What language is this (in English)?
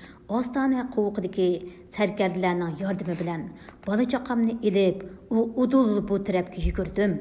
Uyghur